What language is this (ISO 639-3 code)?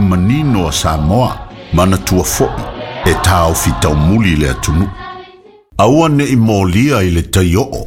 smo